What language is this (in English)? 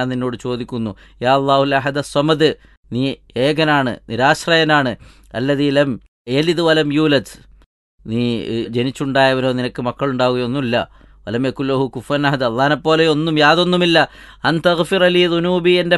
Malayalam